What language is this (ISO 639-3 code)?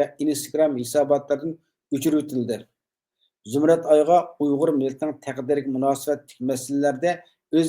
uig